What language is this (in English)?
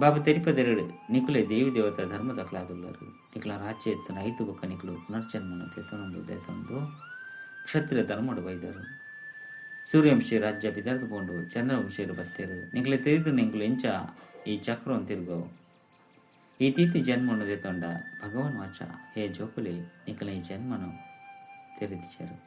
Tulu